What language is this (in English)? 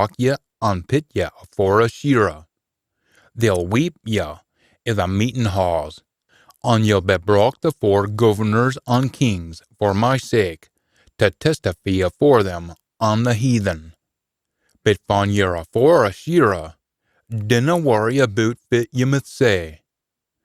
Scots